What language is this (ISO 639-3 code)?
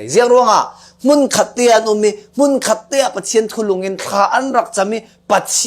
cfm